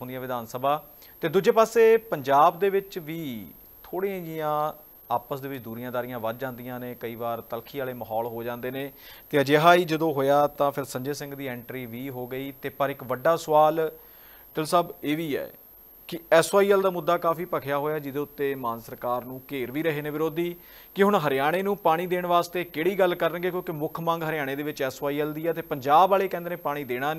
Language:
Punjabi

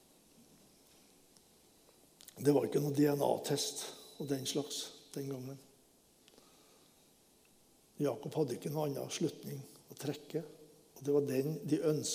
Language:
Norwegian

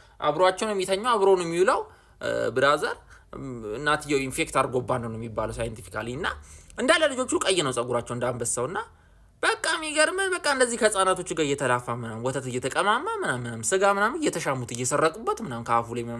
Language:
Amharic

